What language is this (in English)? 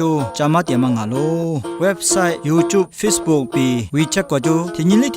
Lisu